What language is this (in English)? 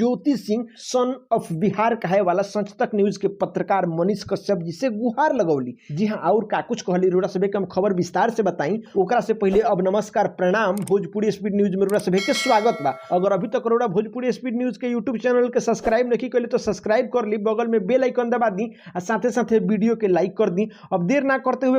Bhojpuri